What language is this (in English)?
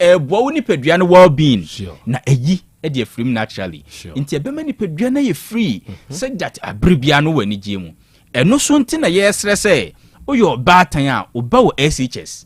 Akan